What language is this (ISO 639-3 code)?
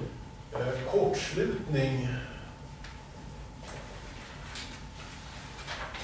swe